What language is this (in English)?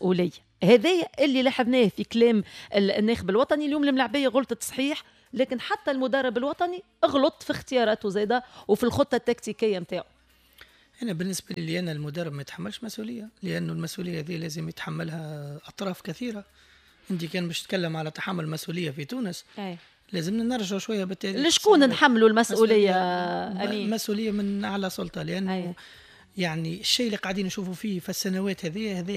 Tunisian Arabic